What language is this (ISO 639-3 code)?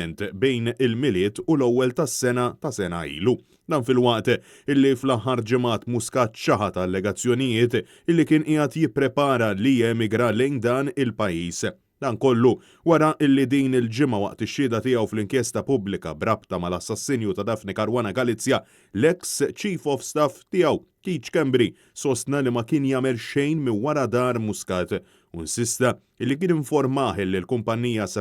mlt